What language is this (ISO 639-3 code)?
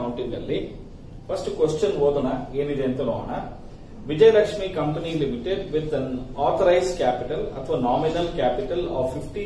kan